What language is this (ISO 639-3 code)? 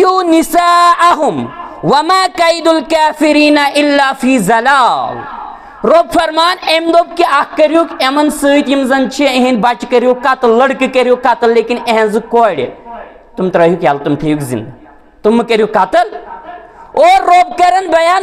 kas